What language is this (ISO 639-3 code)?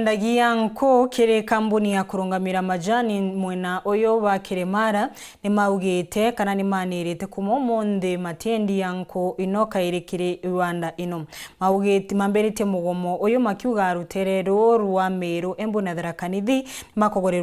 mer